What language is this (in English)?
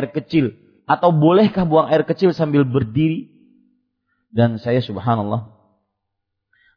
Indonesian